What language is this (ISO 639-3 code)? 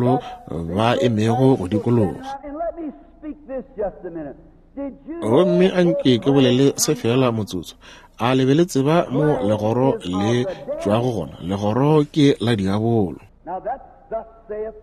nso